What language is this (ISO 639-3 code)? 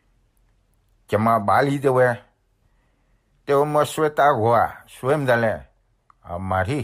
ksw